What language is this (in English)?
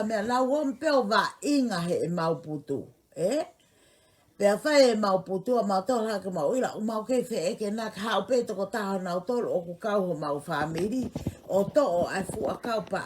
Tongan